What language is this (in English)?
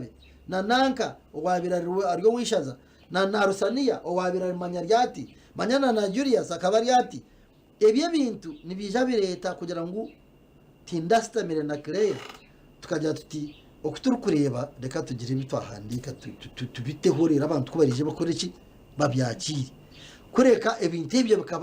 Nyankole